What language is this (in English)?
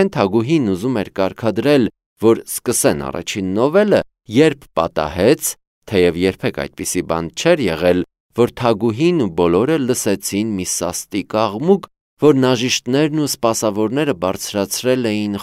Armenian